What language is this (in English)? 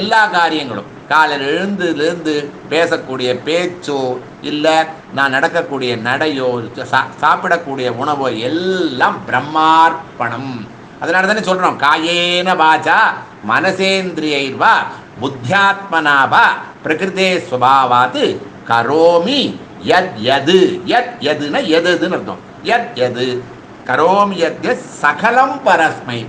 Tamil